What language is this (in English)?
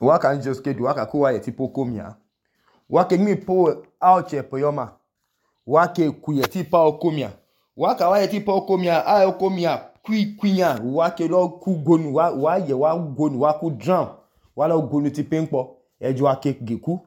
Idoma